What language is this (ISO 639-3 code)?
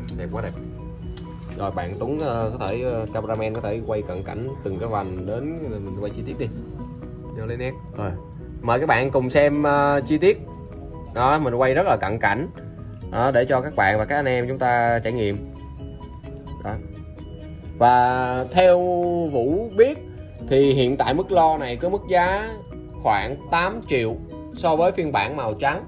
vie